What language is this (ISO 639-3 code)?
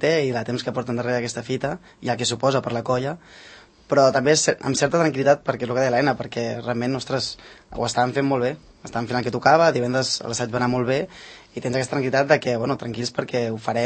cat